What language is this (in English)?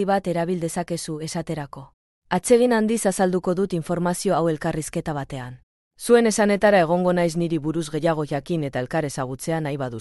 Basque